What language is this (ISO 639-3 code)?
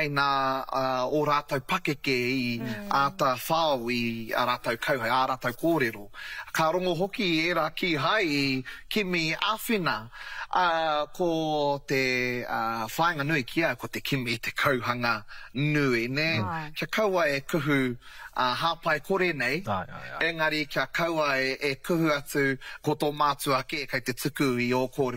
mri